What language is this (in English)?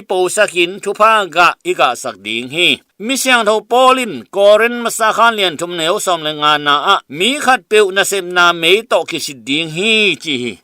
Tedim Chin